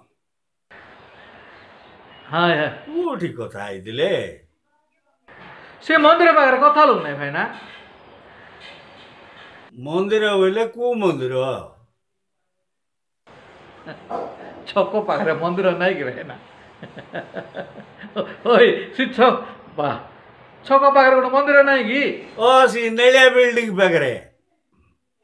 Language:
Odia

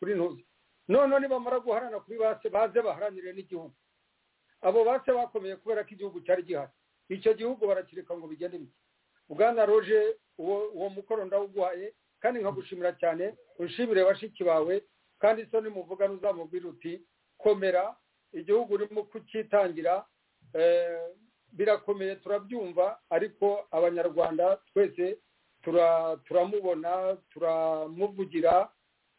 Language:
Kinyarwanda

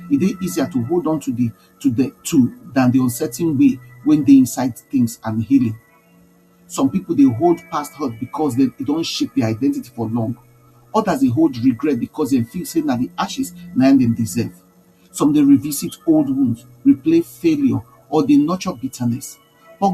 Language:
Nigerian Pidgin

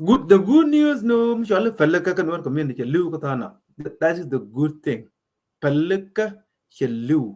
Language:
Nuer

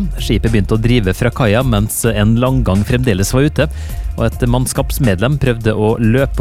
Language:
Norwegian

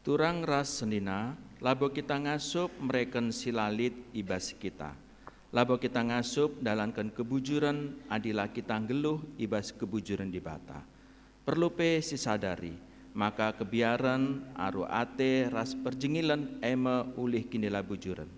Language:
Batak Karo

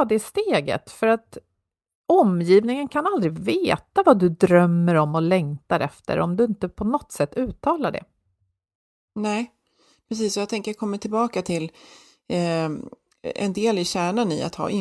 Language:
Swedish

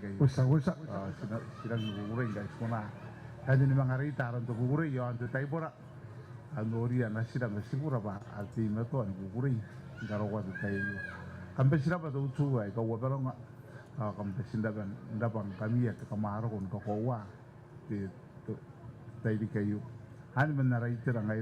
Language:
Gilbertese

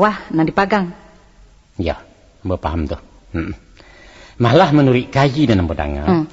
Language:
Minangkabau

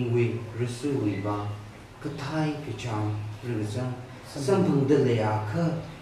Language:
Tangkhul Naga (India)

